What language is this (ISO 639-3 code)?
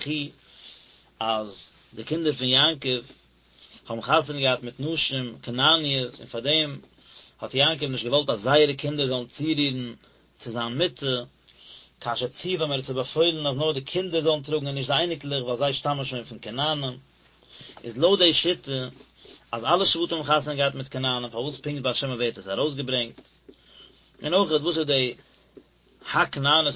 yid